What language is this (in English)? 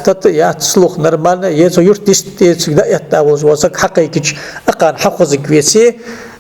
Ingush